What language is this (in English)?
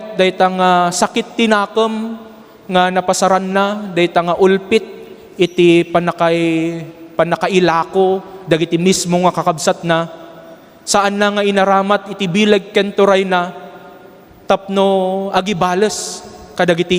Iloko